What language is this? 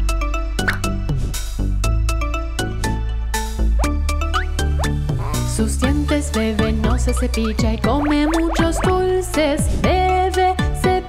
Spanish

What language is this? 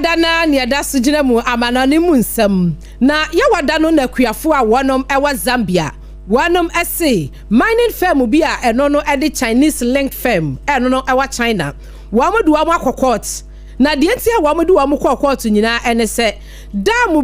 Akan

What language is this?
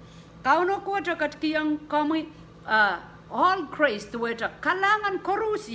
Pohnpeian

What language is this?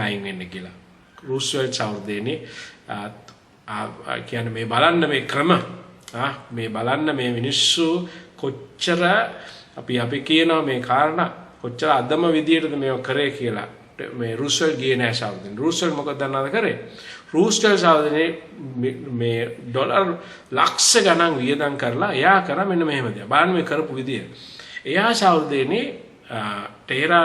Sinhala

